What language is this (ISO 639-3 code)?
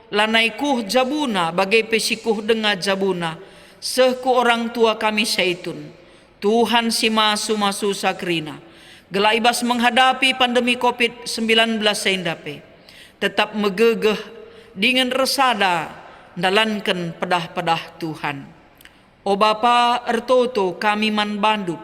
btx